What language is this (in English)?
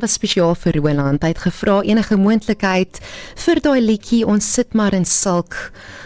Afrikaans